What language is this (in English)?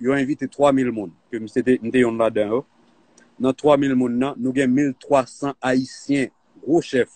Haitian Creole